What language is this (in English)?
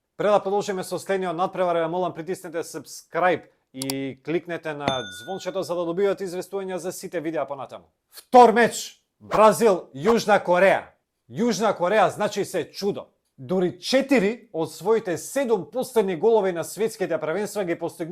Macedonian